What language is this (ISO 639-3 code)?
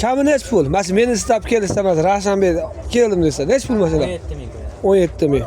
uzb